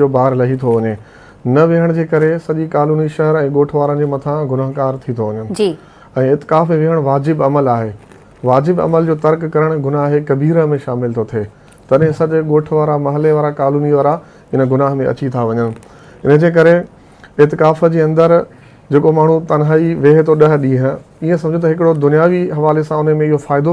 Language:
Sindhi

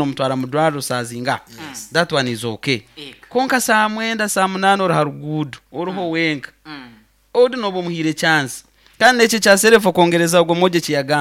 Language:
Nyoro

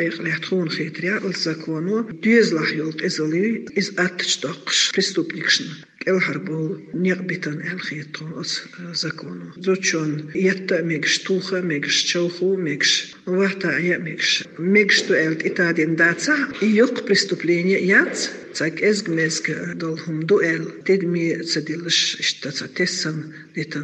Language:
Chechen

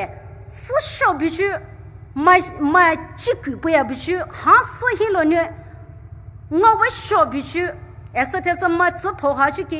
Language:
Poumei Naga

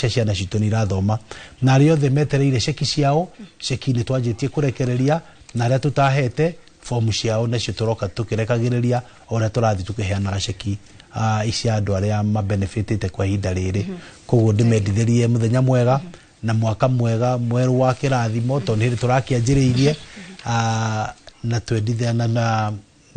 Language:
Kikuyu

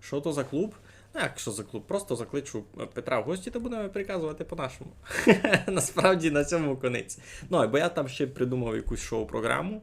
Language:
Rusyn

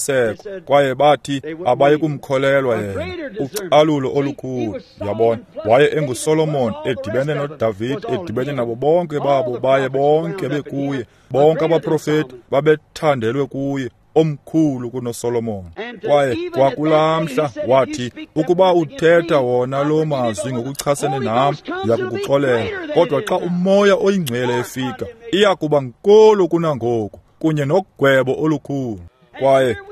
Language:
Xhosa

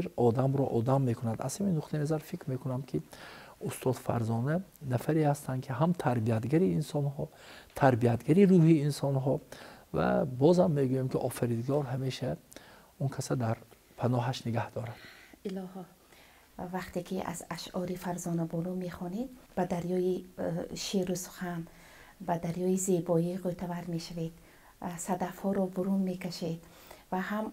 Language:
Tajik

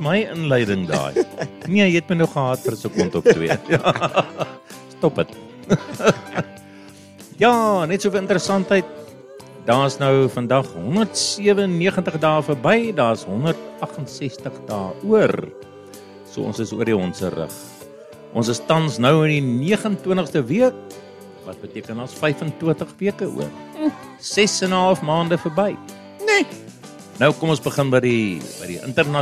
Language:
Afrikaans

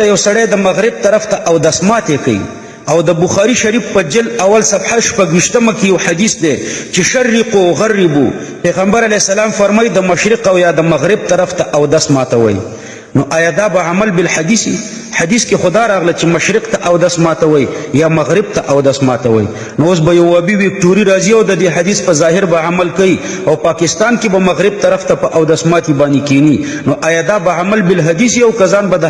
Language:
Pashto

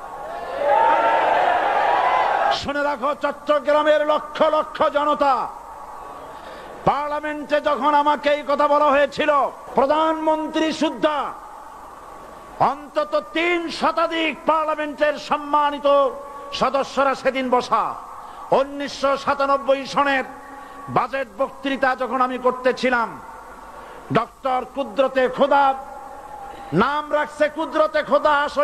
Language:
Bangla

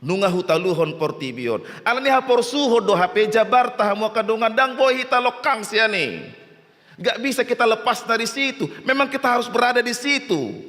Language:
Batak Toba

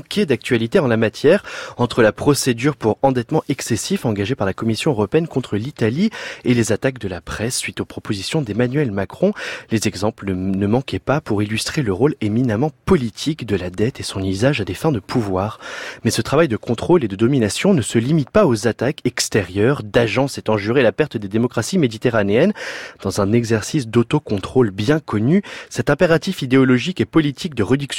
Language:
French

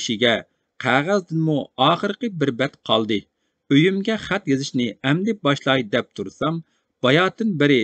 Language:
Uyghur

